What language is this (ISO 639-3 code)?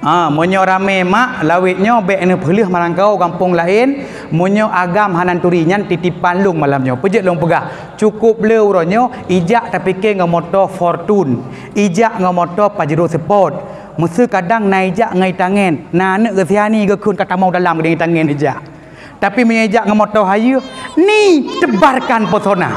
ace